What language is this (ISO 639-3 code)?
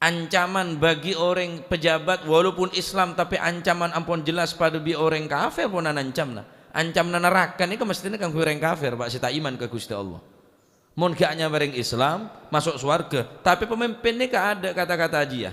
mad